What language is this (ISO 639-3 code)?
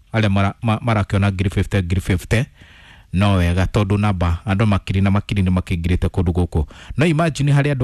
kik